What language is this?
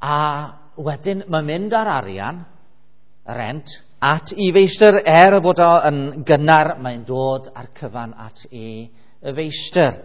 Welsh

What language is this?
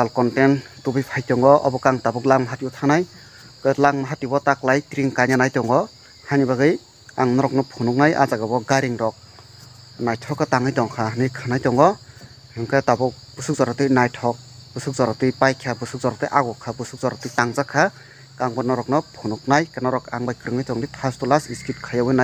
Kok Borok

